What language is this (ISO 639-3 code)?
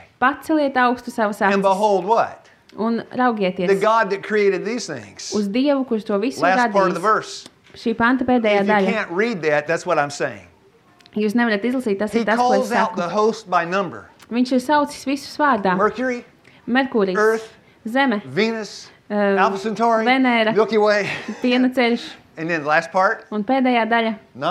lav